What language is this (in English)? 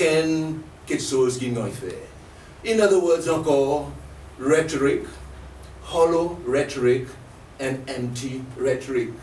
Seselwa Creole French